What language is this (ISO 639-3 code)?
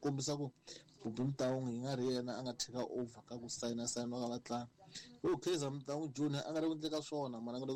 tso